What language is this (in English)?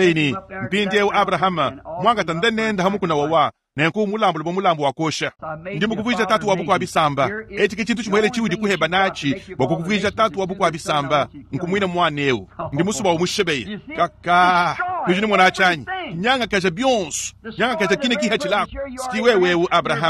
Luba-Lulua